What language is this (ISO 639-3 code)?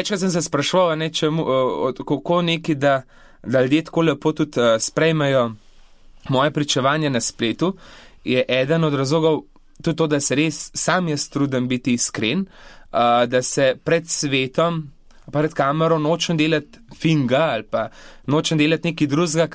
slv